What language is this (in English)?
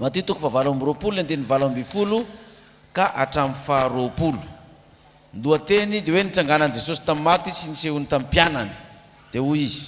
Malagasy